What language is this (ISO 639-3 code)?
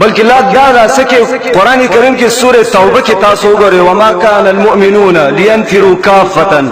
pus